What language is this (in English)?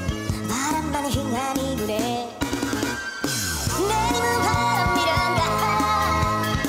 Korean